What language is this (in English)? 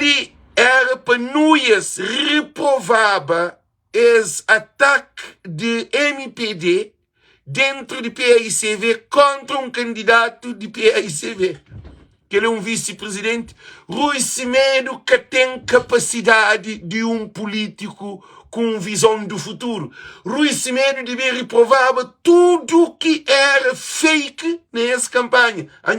Kabuverdianu